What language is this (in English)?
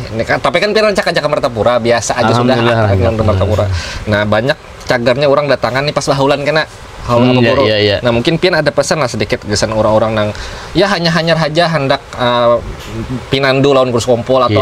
Banjar